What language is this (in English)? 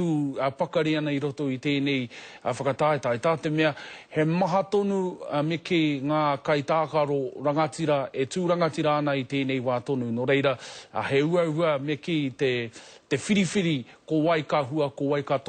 Māori